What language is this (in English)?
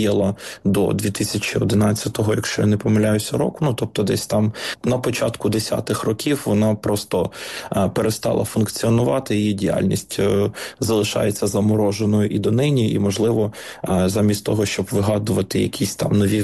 Ukrainian